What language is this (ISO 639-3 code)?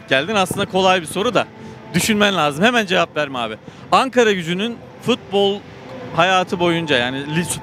tur